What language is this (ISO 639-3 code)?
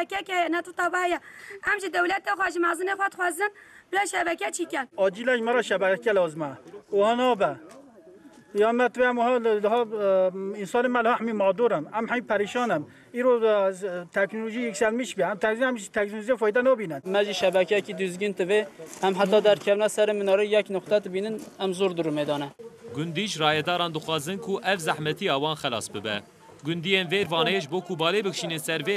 kur